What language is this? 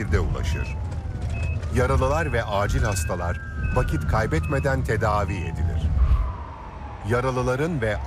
Turkish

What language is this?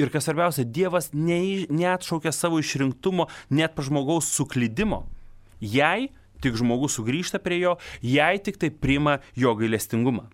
Lithuanian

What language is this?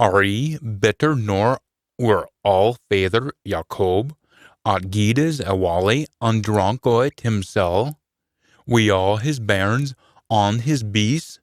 Scots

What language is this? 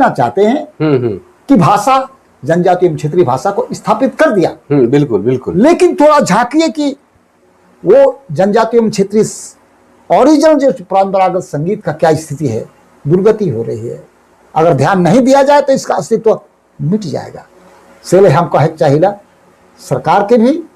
Sadri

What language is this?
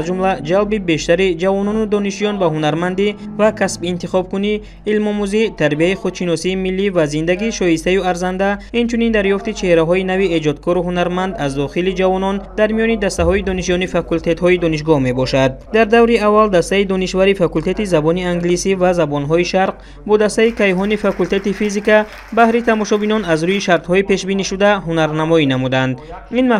Tajik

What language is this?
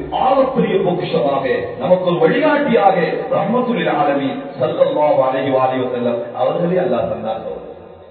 Tamil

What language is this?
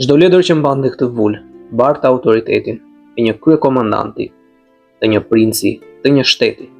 Albanian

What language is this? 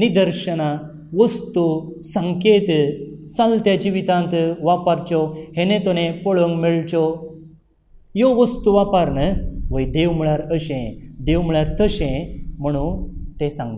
Konkani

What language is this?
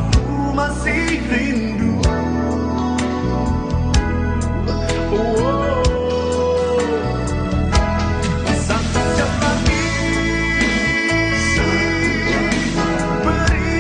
Indonesian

